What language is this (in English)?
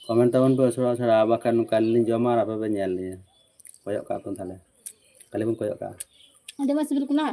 Santali